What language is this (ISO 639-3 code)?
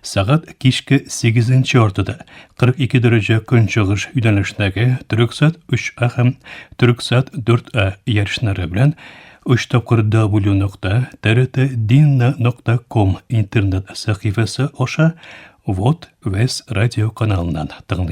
tat